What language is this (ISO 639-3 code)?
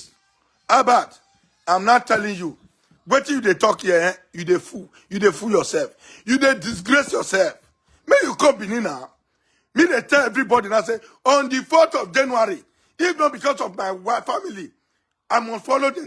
pcm